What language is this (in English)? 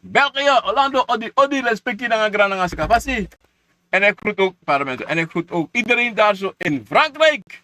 Sranan Tongo